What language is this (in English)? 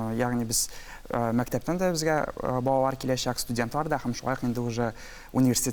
Tatar